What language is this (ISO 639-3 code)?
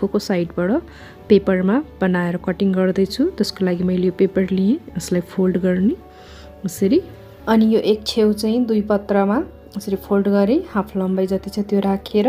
nep